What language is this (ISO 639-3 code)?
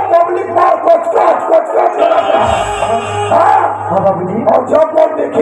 hne